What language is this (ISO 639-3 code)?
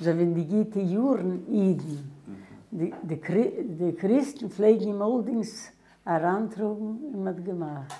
yid